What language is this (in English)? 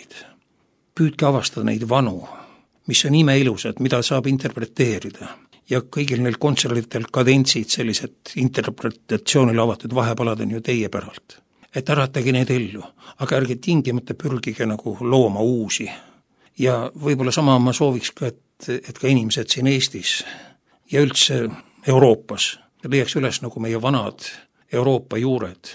Estonian